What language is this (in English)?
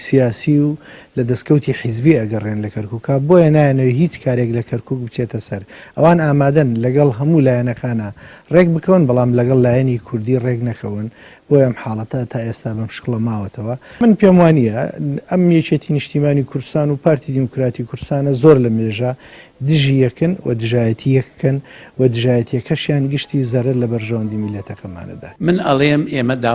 Central Kurdish